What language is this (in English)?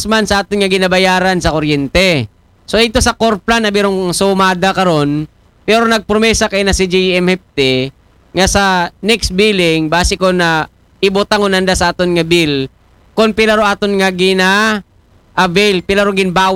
Aklanon